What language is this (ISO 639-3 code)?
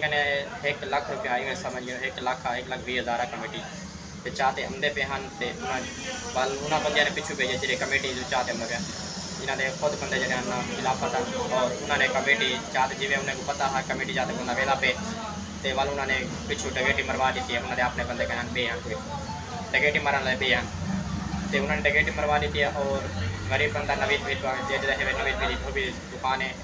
skr